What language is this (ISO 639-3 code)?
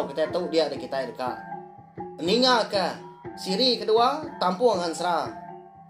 iba